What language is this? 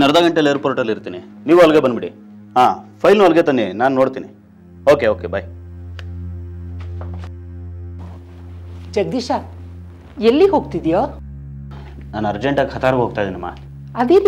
Kannada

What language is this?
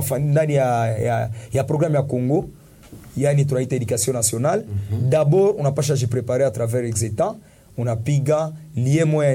Swahili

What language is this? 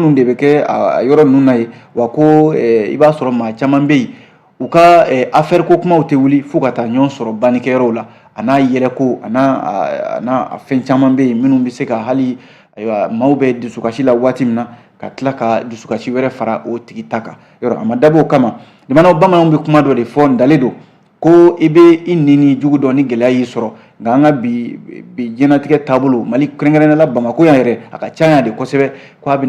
Bambara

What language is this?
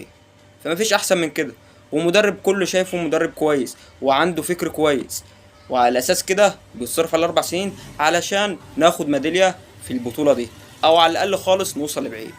Egyptian Arabic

